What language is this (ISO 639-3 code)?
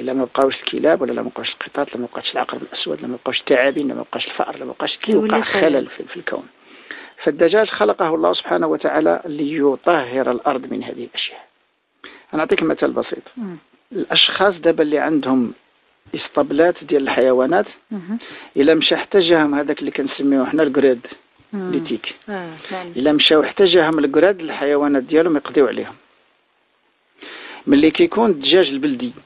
ary